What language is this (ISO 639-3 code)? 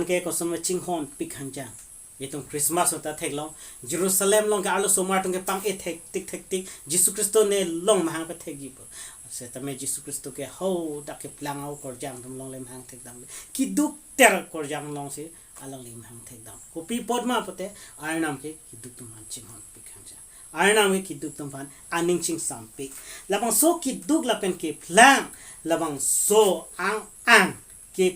mjw